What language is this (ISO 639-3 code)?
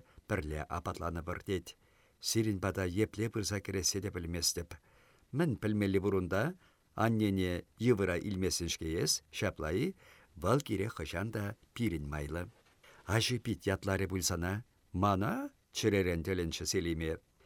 chv